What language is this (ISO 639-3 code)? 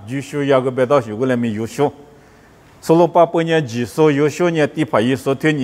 lis